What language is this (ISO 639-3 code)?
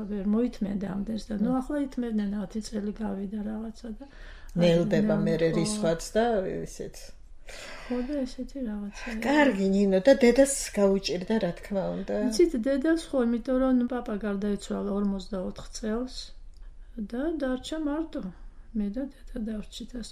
kat